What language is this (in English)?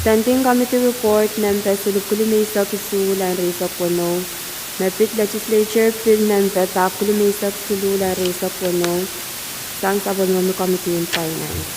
Pohnpeian